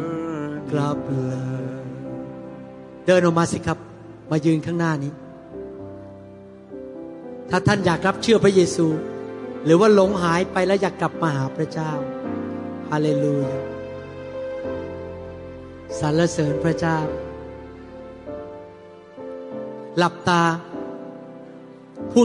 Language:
Thai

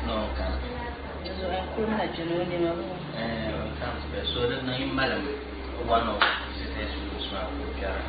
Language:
Dagbani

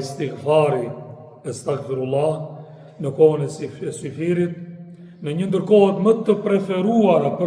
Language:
Albanian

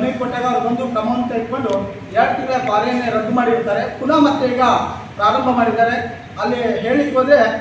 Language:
Kannada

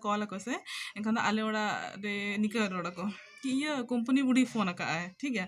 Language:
Santali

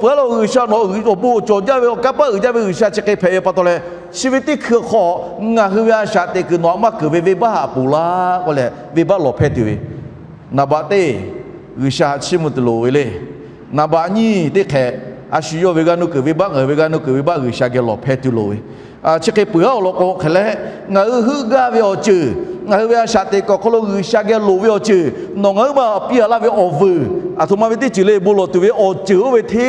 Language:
Lahu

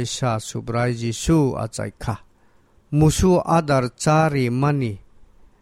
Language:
Kok Borok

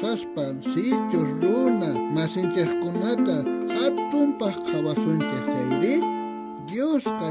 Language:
South Bolivian Quechua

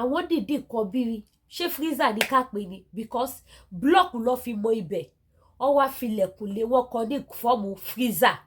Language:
Yoruba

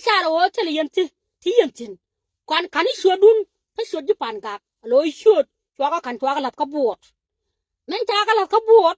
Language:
Nuer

